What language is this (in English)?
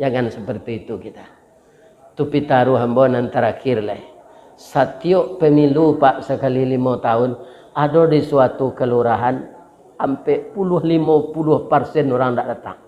Minangkabau